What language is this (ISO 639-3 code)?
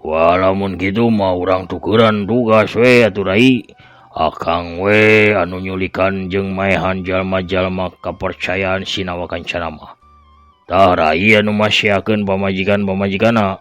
sun